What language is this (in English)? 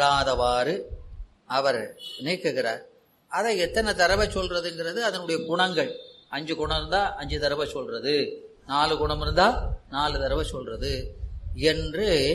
Tamil